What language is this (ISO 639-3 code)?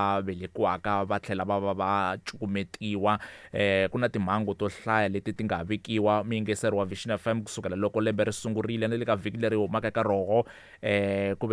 tso